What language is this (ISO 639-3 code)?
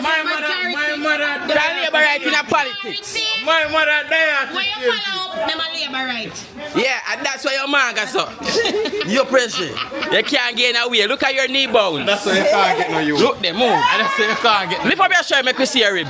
jam